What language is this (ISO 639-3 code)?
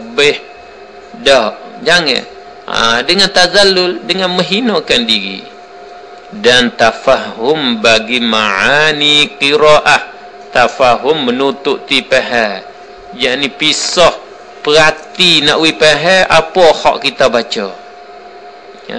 msa